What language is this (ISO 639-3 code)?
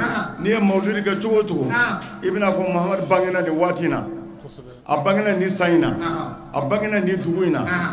bam